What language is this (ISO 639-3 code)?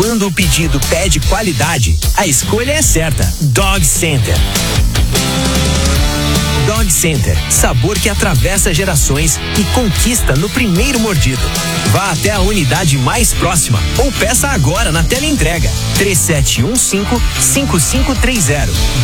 por